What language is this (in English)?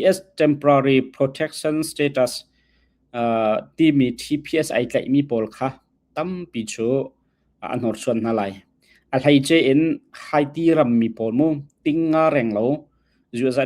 Hakha Chin